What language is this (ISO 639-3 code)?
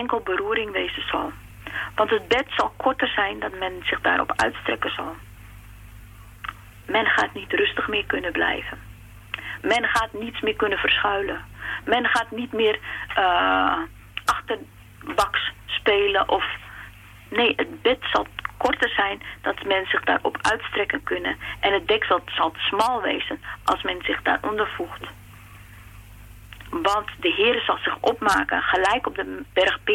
nld